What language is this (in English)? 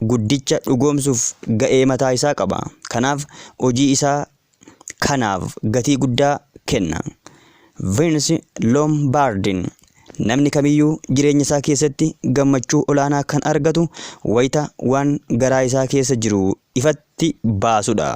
Oromo